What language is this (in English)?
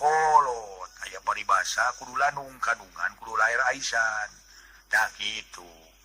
Sundanese